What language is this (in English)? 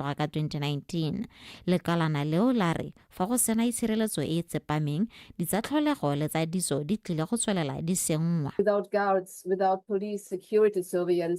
Tswana